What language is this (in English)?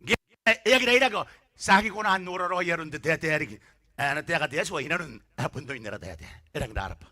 Gilbertese